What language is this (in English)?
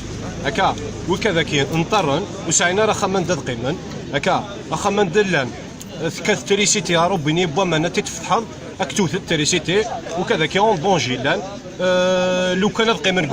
Kabyle